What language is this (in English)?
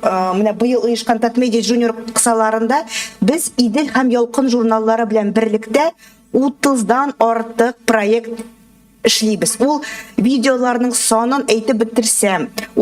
Tatar